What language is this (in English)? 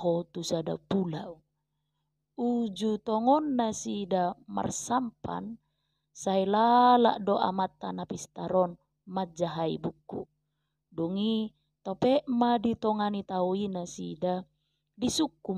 Batak Toba